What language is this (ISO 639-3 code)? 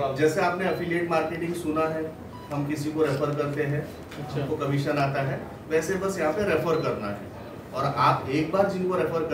hin